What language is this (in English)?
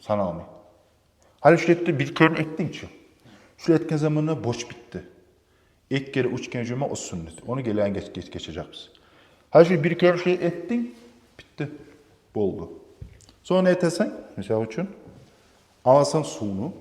Kumyk